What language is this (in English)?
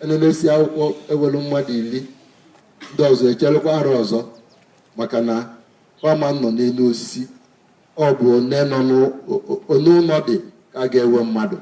Igbo